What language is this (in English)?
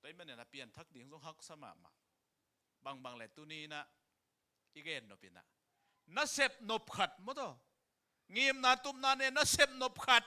Tedim Chin